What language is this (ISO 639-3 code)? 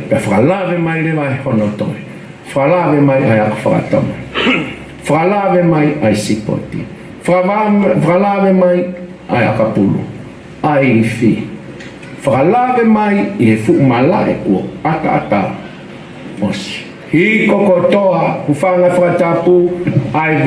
ton